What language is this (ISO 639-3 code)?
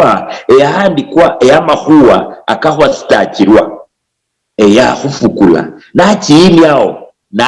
luy